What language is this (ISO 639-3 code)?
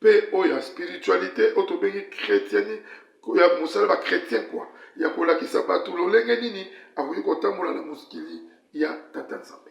lin